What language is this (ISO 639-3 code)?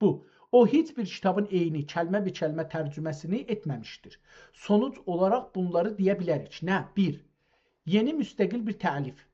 azb